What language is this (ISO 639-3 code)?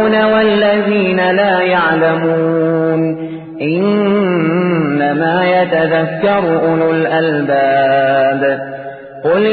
ara